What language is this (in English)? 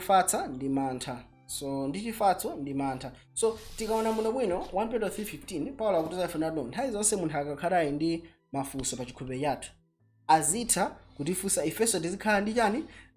Nyanja